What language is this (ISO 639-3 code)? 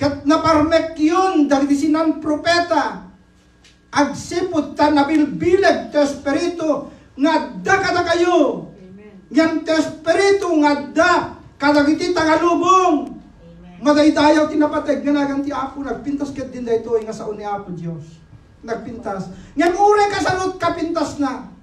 ilo